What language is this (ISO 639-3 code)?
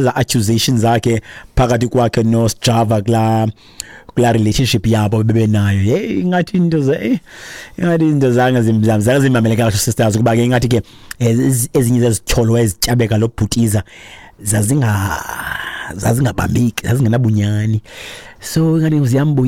xho